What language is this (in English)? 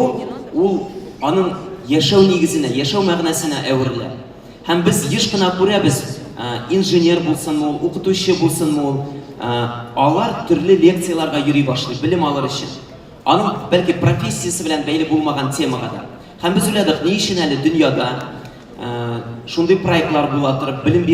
Tatar